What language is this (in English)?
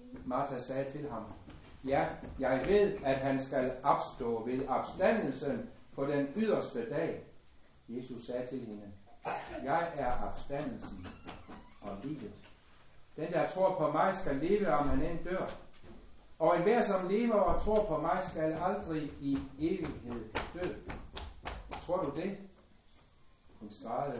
Danish